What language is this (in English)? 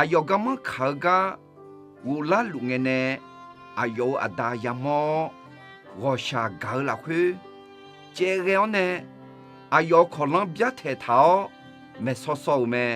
Akha